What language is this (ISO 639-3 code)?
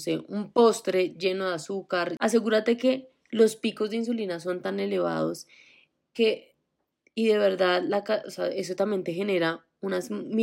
spa